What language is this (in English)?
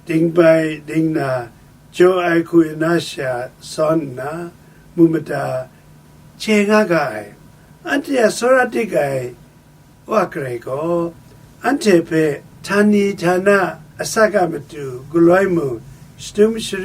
Kachin